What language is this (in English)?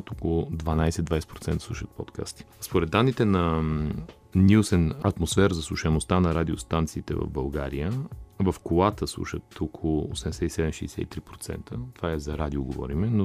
Bulgarian